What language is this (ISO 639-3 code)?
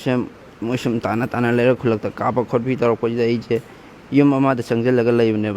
mni